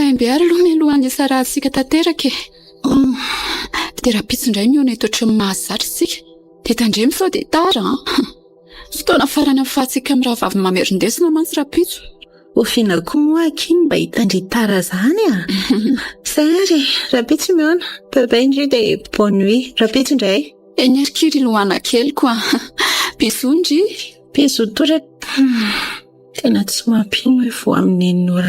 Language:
Malagasy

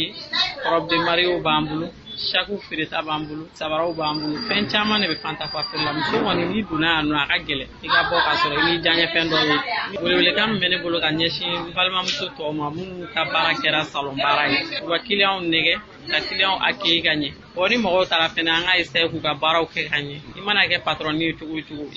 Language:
Bambara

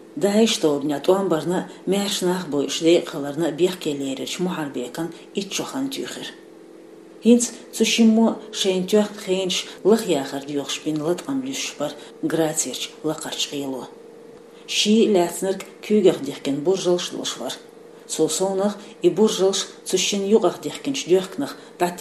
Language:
Chechen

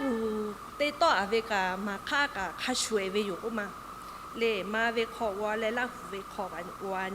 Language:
Lahu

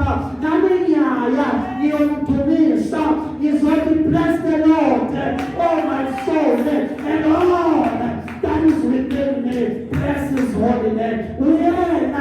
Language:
Zulu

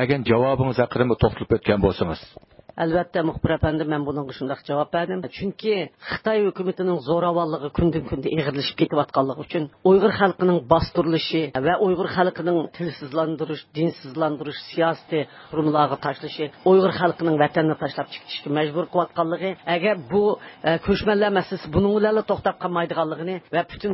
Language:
Uyghur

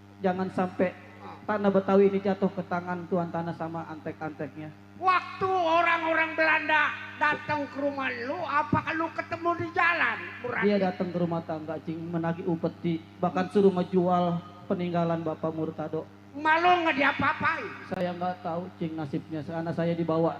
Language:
Betawi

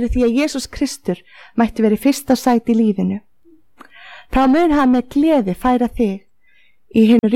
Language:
Icelandic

